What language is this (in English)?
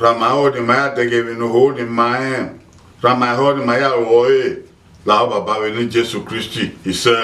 Bini